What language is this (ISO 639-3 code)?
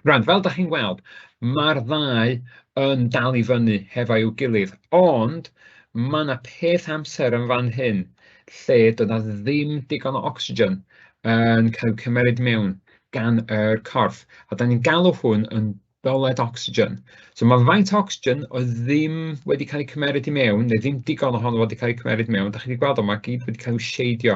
cym